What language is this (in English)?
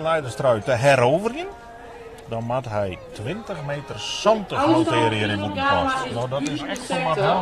Western Frisian